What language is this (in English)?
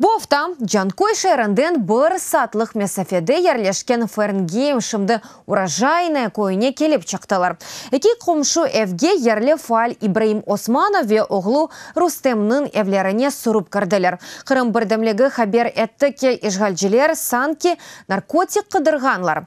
Crimean Tatar